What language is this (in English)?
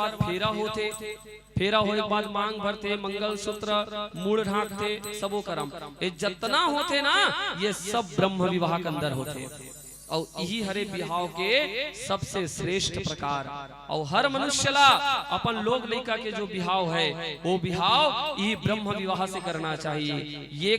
Chhattisgarhi